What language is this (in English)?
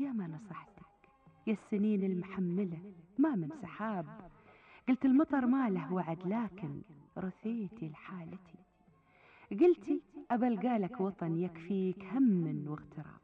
Gulf Arabic